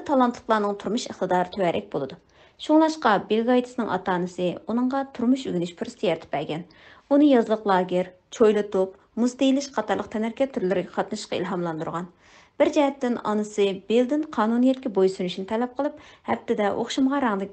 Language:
Uyghur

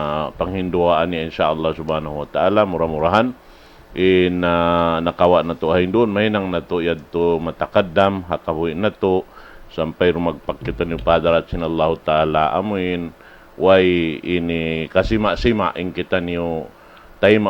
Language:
Tausug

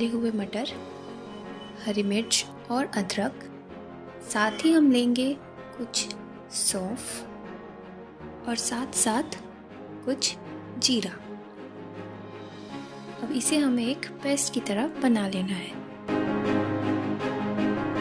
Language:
Hindi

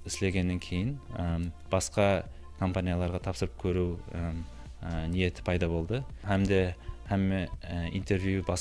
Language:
Kara-Kalpak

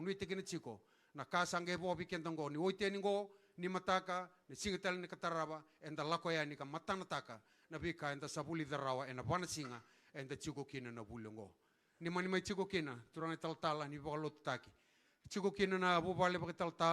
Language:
Fijian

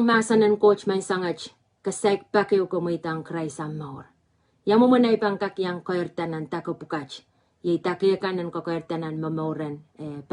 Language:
Pohnpeian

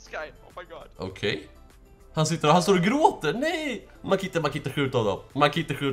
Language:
Swedish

